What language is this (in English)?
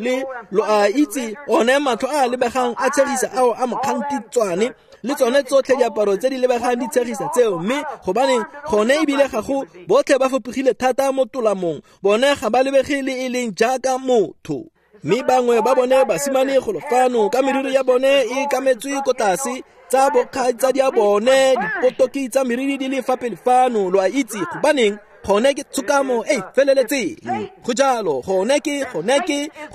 Tswana